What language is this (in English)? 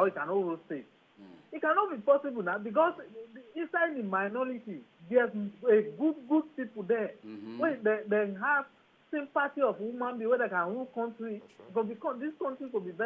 Nigerian Pidgin